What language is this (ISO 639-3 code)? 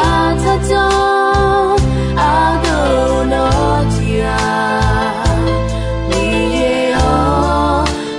ahk